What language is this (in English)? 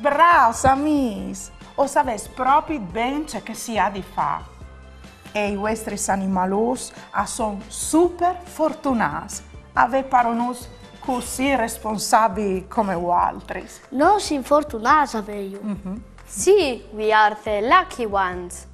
Friulian